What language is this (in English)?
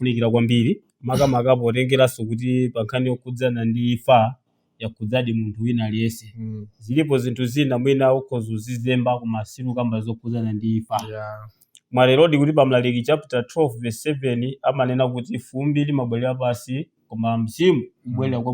Nyanja